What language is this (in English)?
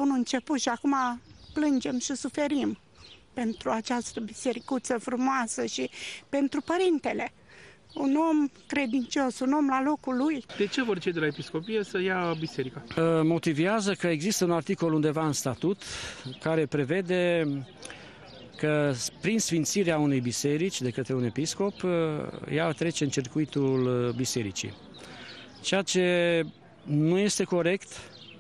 Romanian